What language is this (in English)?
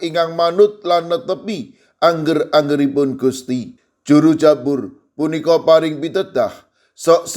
Javanese